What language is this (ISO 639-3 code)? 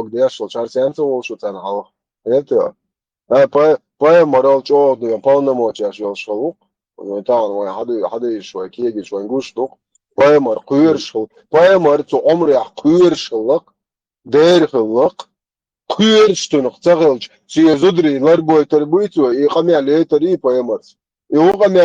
che